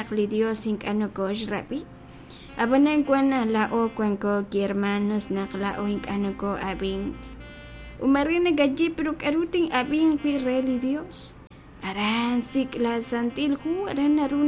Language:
Kekchí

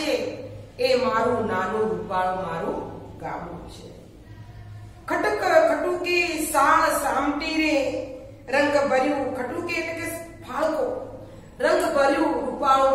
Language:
Gujarati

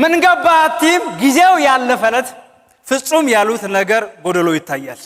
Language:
Amharic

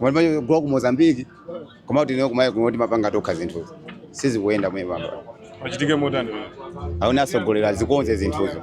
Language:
Nyanja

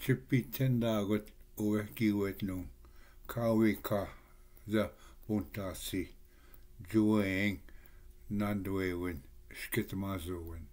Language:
Ojibwa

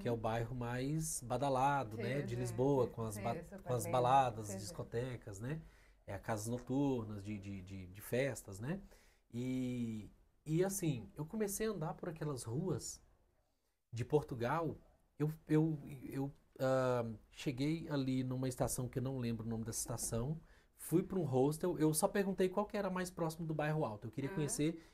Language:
Portuguese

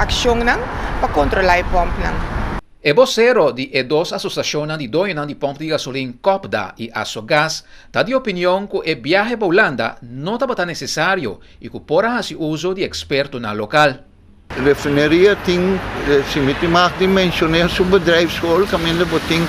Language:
Papiamento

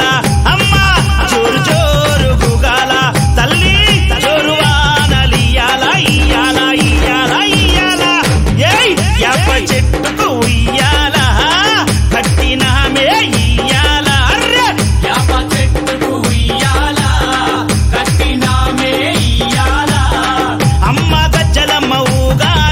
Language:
Telugu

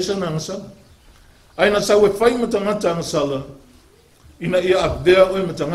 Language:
Samoan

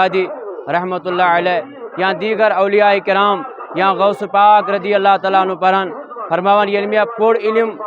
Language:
Kashmiri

